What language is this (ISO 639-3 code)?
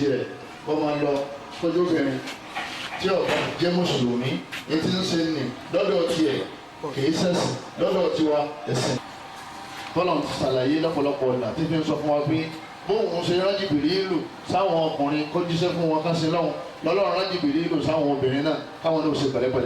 yor